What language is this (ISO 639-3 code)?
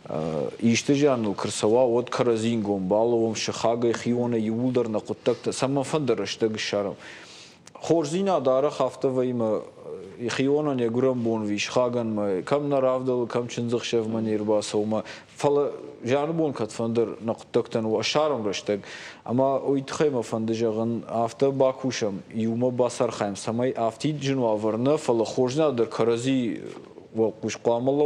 oss